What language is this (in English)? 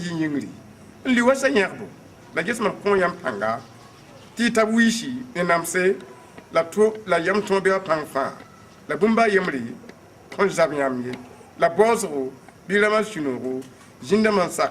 Mossi